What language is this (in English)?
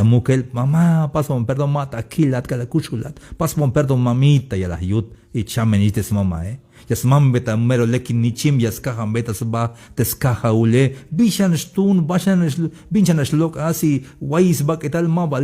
Tzeltal